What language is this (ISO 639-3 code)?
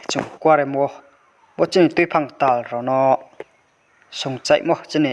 ria